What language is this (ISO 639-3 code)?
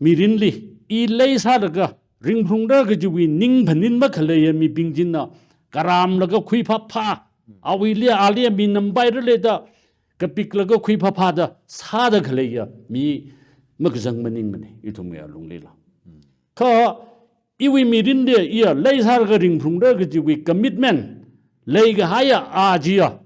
nmf